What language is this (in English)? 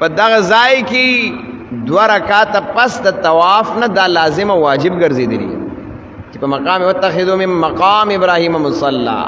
Pashto